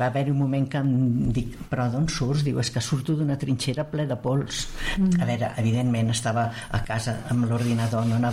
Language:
Catalan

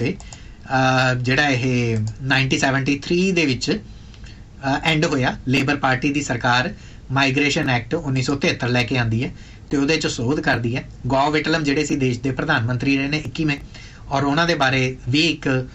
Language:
Punjabi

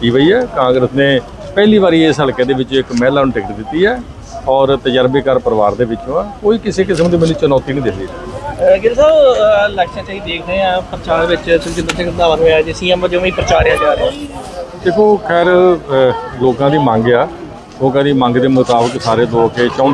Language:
Punjabi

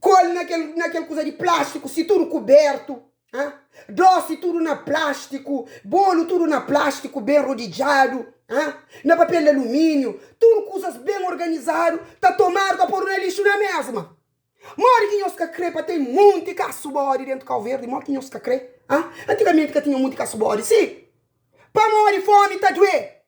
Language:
Kabuverdianu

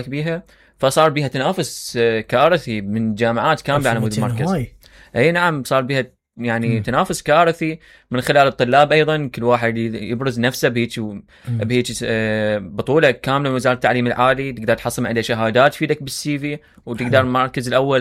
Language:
Mesopotamian Arabic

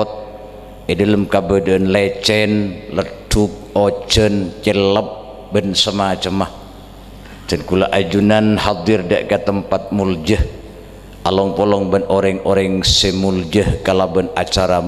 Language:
Madurese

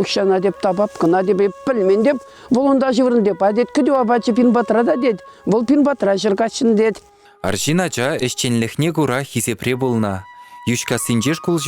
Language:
Chuvash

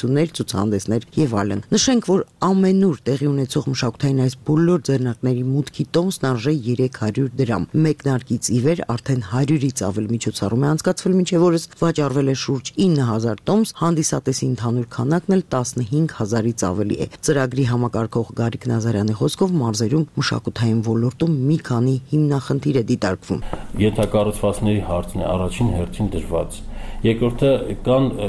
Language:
Armenian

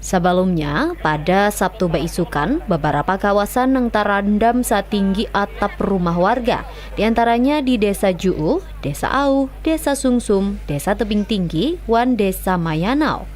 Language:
Banjar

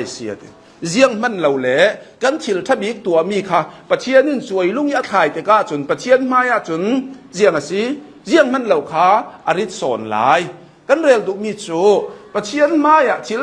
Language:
Hakha Chin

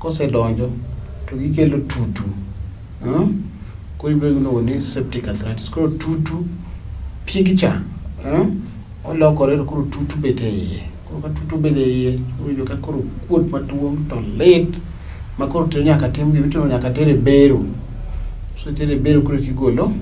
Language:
Luo (Kenya and Tanzania)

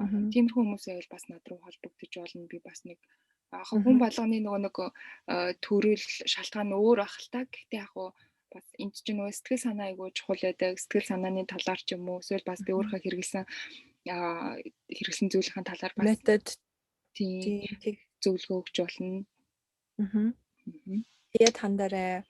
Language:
Mongolian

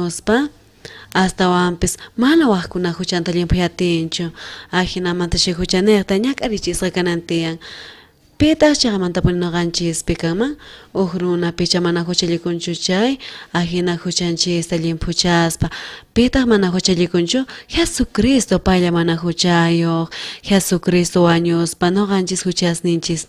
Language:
South Bolivian Quechua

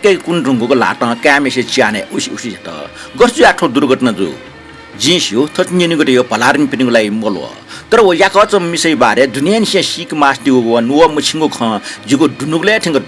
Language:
Newari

